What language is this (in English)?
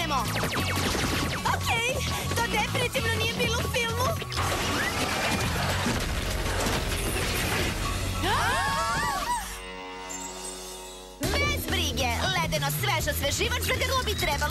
Serbian